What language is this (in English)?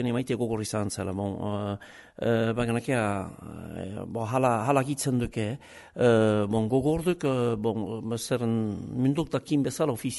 Basque